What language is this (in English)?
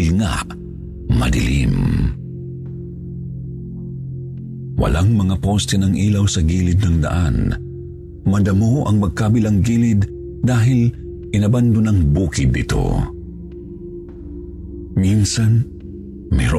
Filipino